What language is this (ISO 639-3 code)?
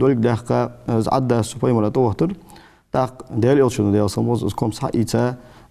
inh